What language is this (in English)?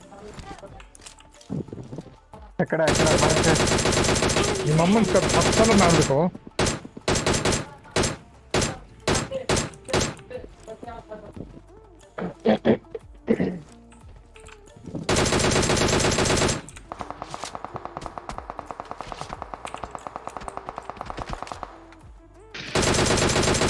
Kannada